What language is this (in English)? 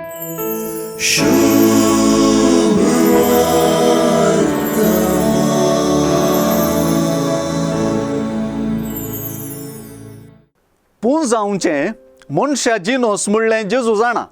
Konkani